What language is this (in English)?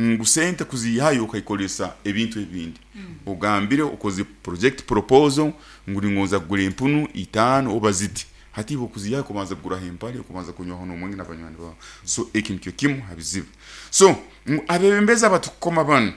Nyankole